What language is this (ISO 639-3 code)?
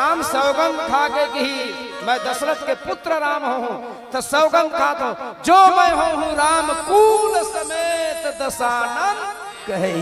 hne